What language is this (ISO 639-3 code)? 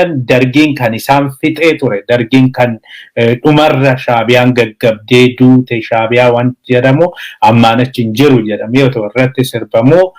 orm